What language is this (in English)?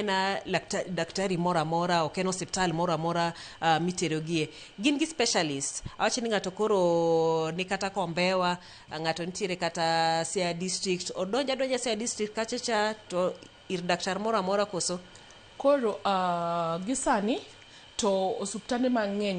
Luo (Kenya and Tanzania)